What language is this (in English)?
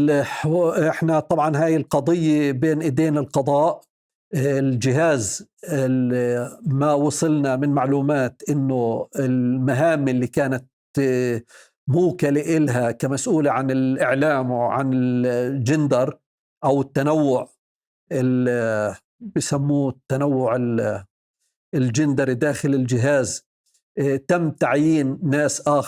North Levantine Arabic